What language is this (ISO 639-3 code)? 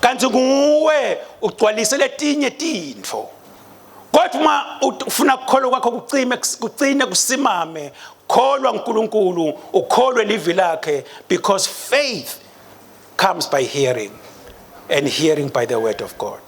ssw